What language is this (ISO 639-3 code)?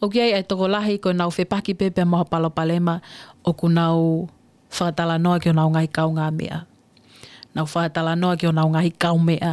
ton